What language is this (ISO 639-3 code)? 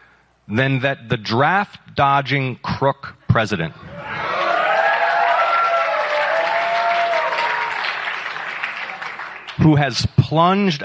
eng